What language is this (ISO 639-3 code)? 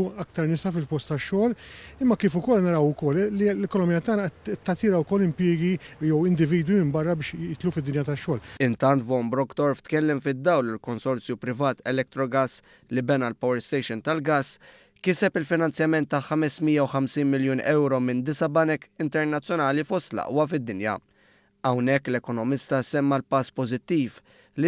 mlt